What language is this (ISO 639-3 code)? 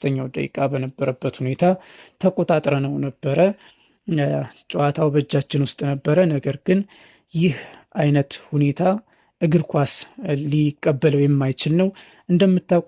amh